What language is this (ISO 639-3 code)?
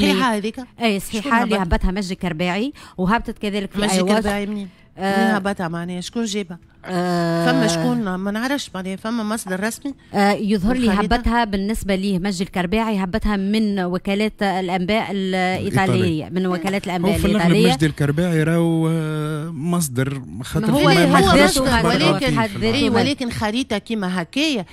aeb